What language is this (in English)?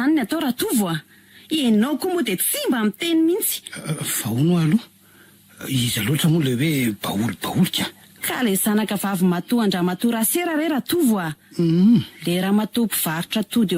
Malagasy